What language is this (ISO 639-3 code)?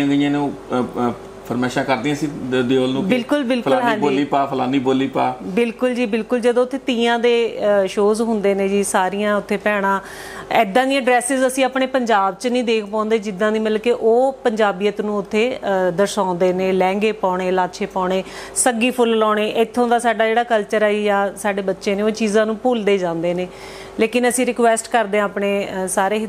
pan